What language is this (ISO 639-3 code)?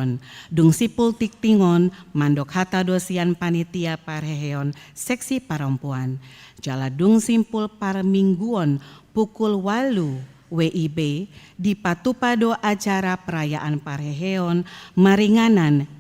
bbc